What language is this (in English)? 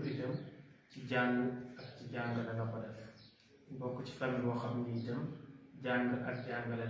Wolof